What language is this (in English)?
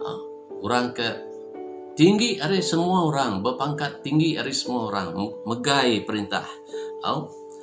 Iban